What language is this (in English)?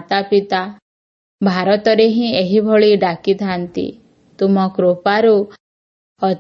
Odia